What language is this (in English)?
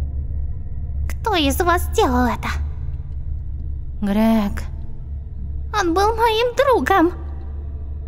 Russian